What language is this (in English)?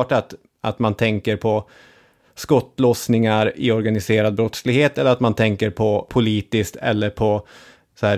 Swedish